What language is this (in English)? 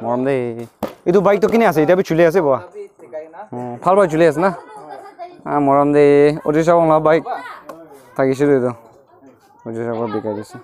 Naga Pidgin